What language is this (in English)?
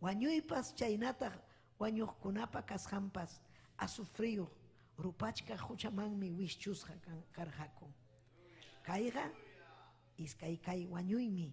Ayacucho Quechua